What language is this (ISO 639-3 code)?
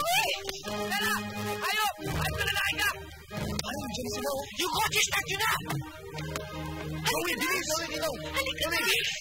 fil